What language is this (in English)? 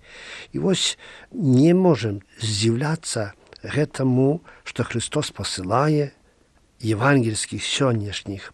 Belarusian